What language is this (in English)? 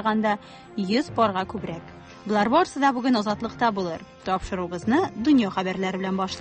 Tatar